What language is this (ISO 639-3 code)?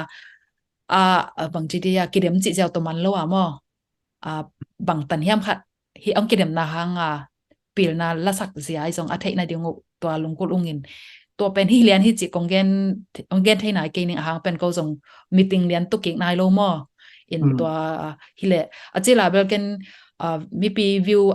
ctd